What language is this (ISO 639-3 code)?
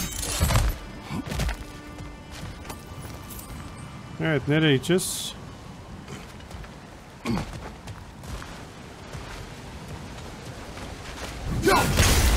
tur